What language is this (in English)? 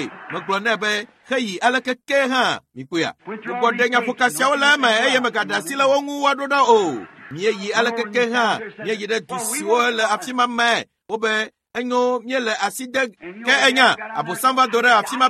Ewe